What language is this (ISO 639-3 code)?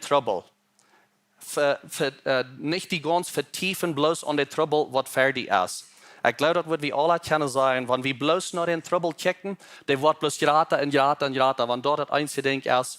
pdt